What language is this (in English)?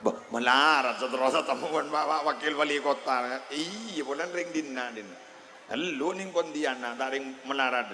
Madurese